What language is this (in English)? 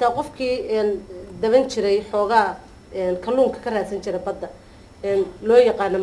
Somali